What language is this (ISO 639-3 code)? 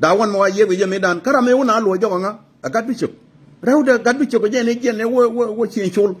nus